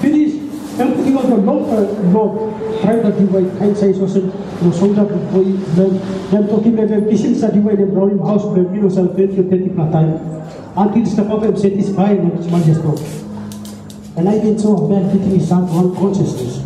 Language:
Tok Pisin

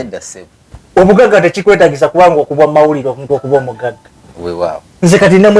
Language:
Ganda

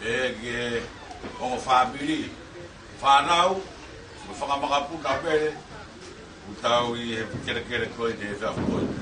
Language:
Tongan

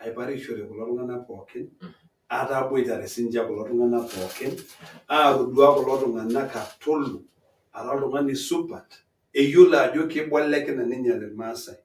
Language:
Masai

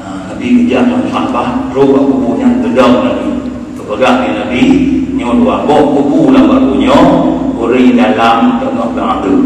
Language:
Achinese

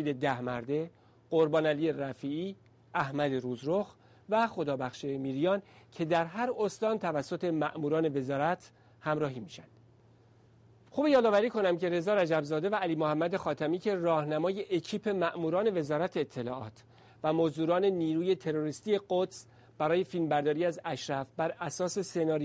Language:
Persian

